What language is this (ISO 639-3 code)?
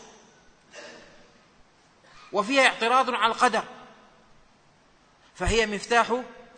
ara